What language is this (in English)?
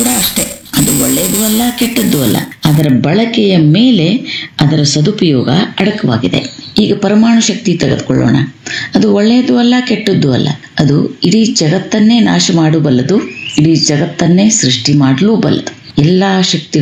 Kannada